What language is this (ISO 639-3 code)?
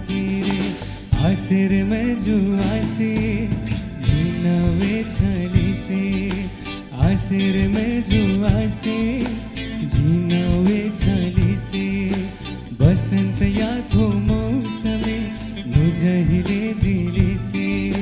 new